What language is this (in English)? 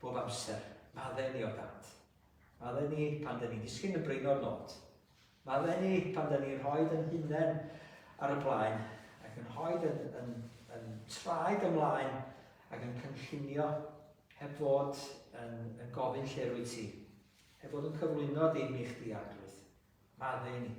Welsh